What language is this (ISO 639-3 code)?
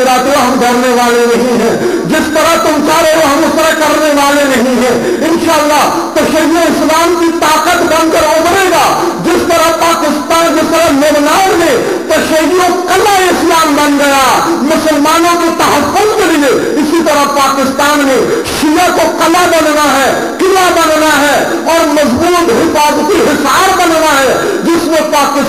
urd